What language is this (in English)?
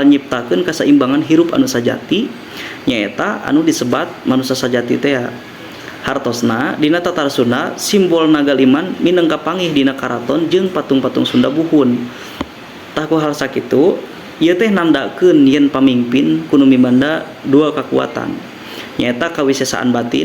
Sundanese